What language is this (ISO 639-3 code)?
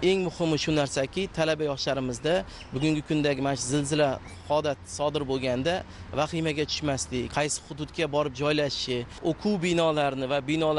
uzb